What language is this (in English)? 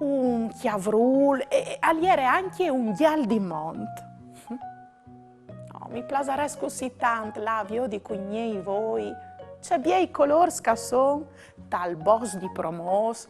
Friulian